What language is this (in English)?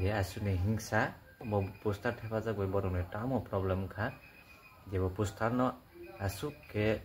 Kok Borok